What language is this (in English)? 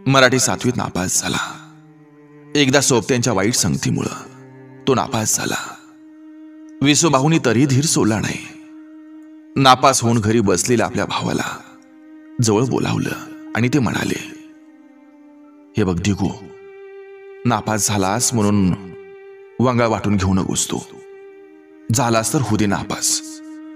Marathi